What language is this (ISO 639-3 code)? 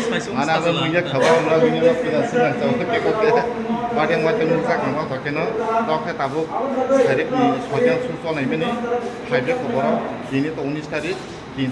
trp